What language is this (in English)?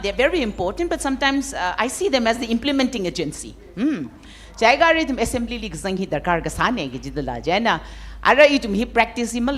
Tangkhul Naga (India)